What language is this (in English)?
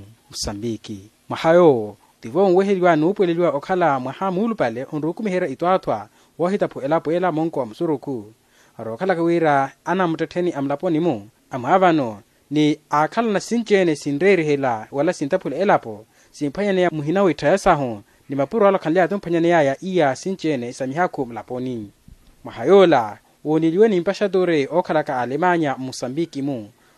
Makhuwa